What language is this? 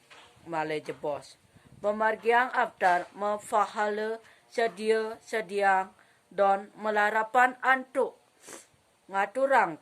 Balinese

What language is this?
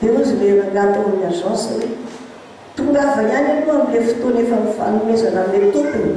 Malagasy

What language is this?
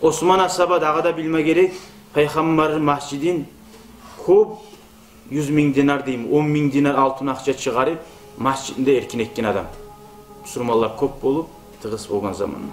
Kumyk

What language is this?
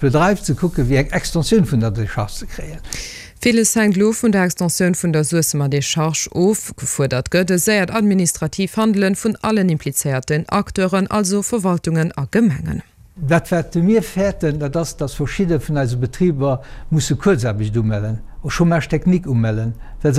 Luxembourgish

